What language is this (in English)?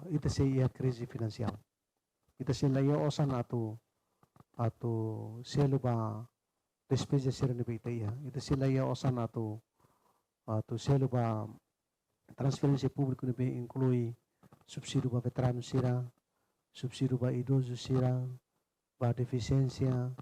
Tetum